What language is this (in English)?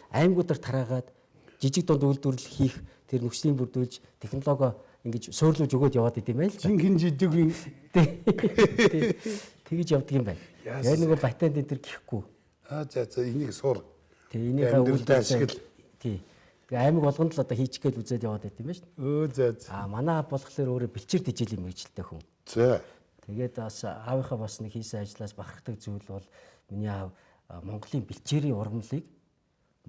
Mongolian